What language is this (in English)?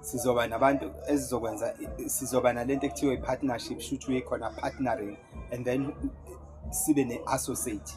Zulu